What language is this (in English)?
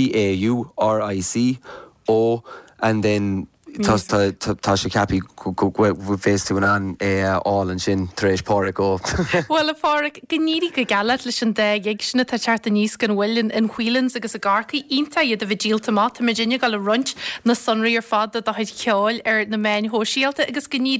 Irish